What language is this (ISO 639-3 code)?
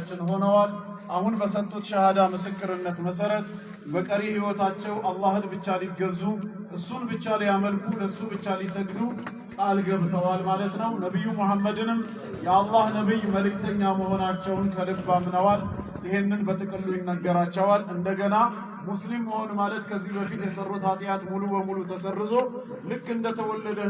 amh